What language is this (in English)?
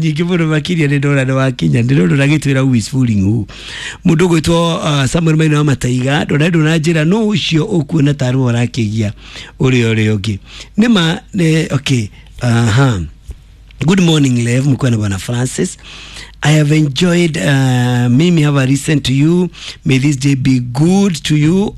Kikuyu